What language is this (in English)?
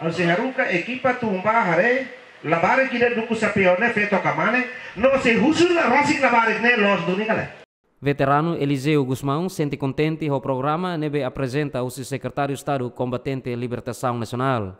Tetum